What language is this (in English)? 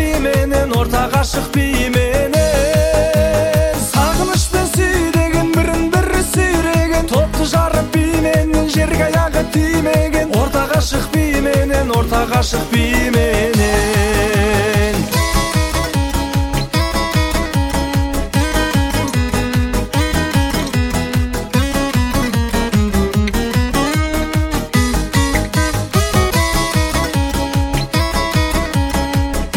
Kazakh